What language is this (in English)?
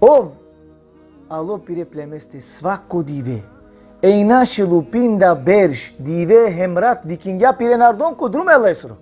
Balkan Romani